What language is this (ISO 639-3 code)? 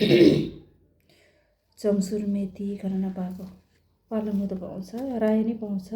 nep